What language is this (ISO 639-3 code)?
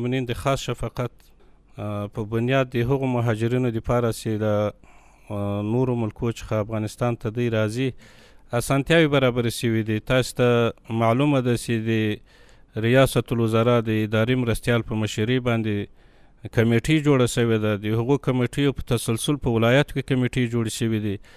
pus